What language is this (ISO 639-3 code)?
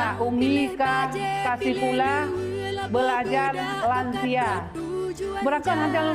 ace